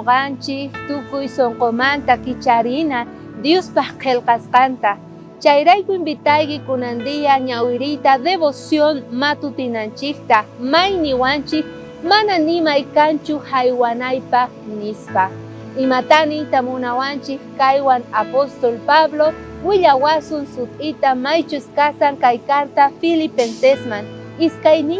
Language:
South Bolivian Quechua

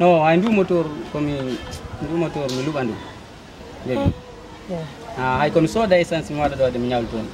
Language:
Fula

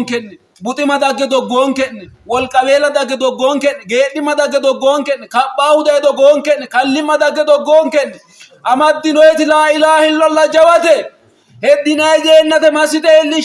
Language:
Sidamo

